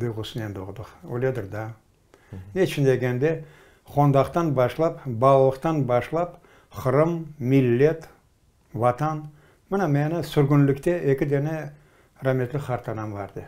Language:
Crimean Tatar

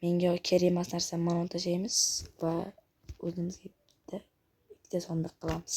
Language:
Uzbek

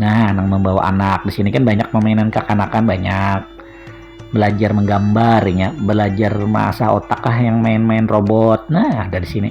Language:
Banjar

